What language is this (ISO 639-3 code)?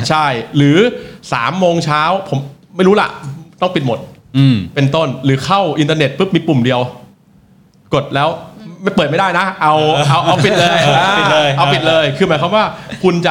tha